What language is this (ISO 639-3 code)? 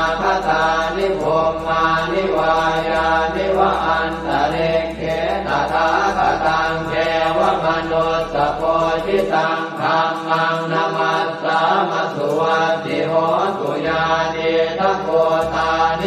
pli